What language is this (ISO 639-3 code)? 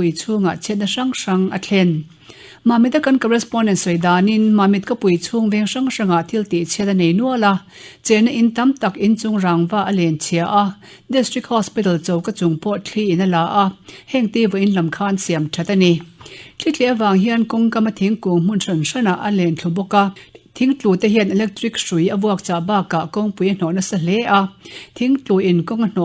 lus